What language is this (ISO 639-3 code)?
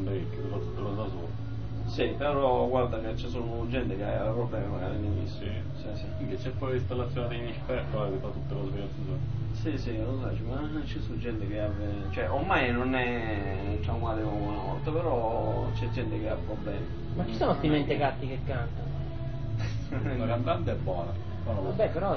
ita